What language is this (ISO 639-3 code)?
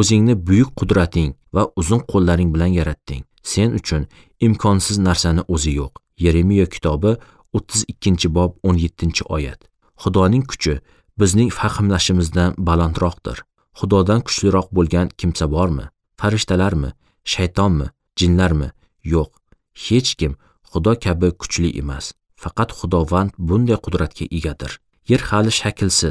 uzb